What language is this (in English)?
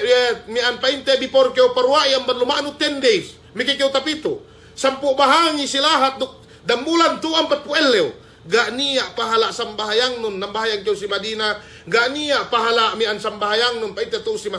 Yakan